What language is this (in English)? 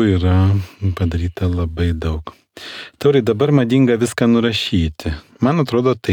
Lithuanian